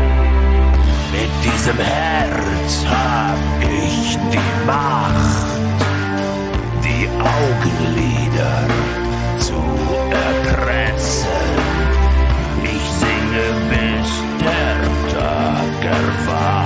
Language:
German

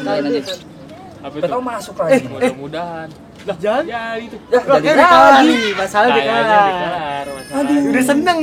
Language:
Betawi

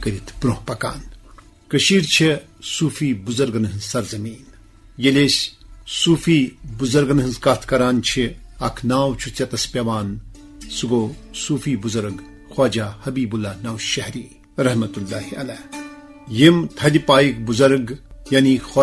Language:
Kashmiri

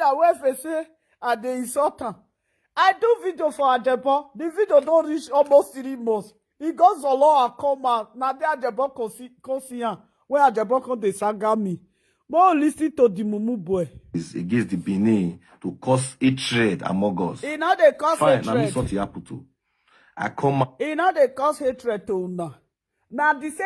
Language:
Nigerian Pidgin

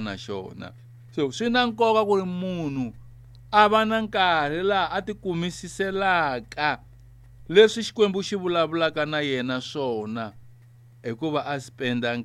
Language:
Tsonga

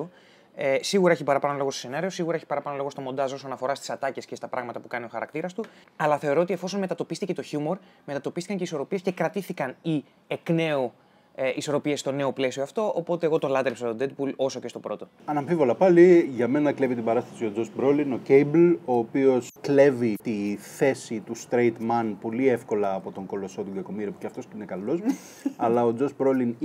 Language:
Greek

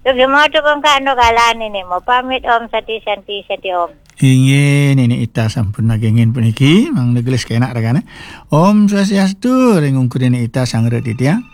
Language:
Balinese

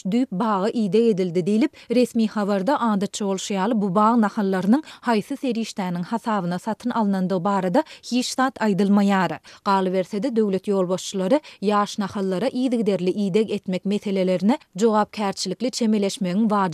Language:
Turkmen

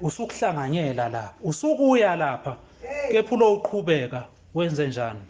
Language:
Zulu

